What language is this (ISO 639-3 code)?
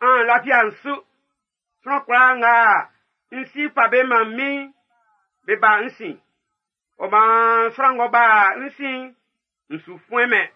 bci